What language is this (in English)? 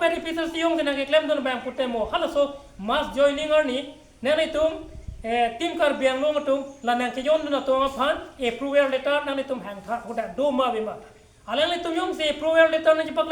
Karbi